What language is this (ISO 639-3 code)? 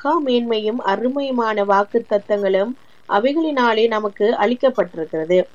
tam